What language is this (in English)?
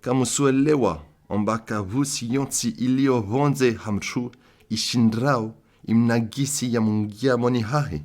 Comorian